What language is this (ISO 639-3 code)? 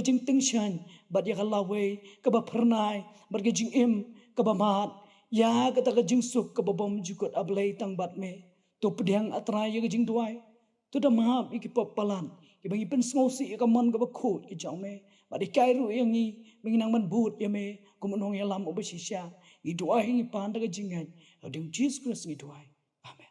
kha